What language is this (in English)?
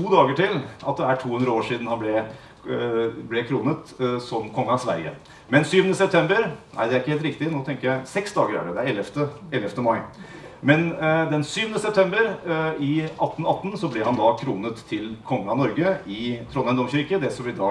Norwegian